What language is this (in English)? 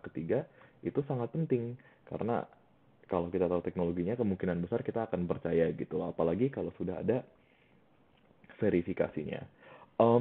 Indonesian